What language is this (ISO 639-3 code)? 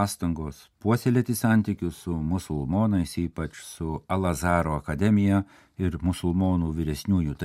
lit